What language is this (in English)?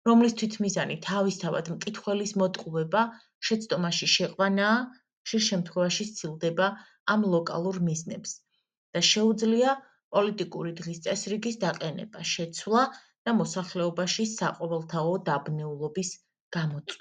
Georgian